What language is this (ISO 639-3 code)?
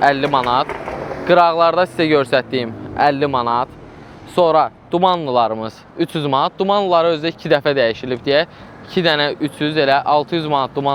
aze